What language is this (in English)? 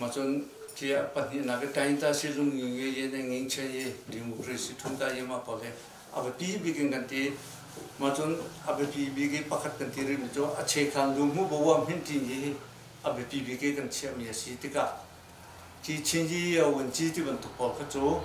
Hakha Chin